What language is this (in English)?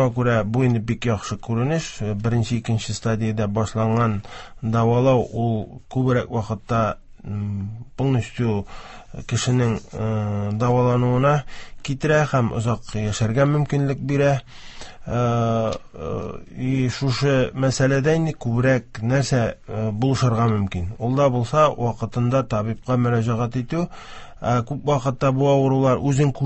Tatar